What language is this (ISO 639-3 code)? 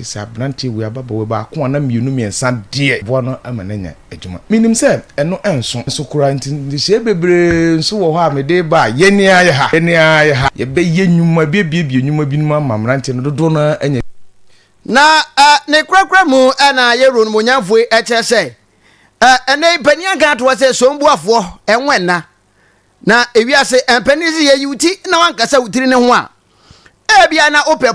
aka